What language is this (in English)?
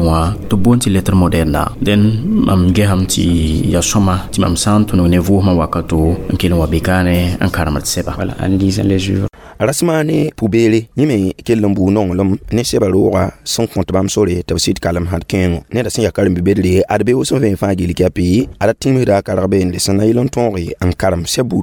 Mossi